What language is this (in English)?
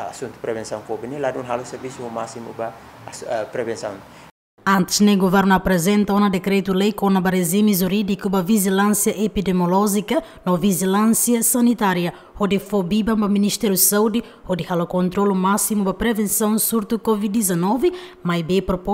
Tetum